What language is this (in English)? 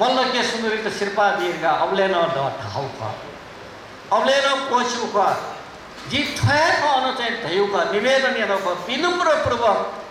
Newari